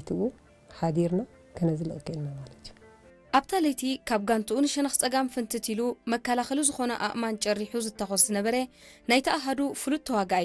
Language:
Tigrinya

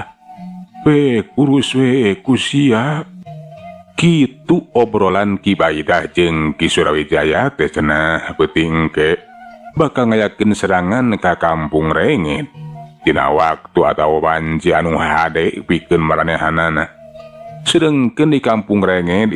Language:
Sundanese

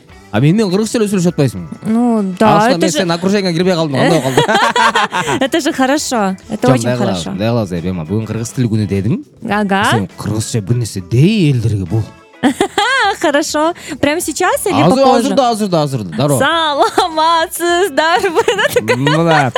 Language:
Kyrgyz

